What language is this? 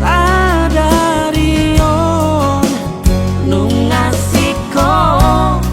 Batak Toba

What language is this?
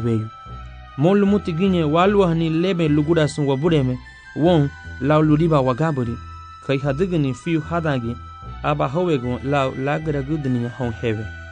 Garifuna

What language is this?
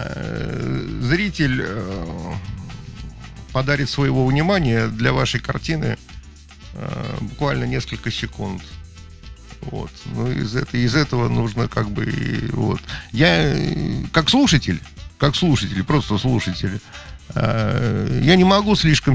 Russian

